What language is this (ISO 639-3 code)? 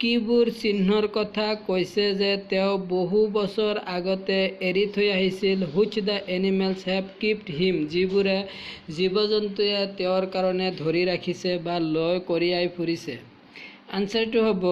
asm